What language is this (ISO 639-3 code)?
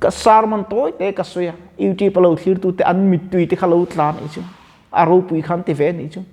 lus